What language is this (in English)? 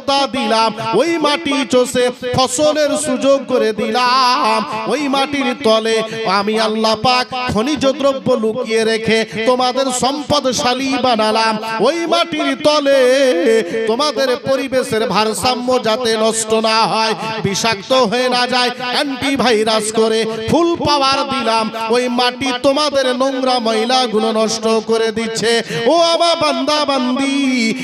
Bangla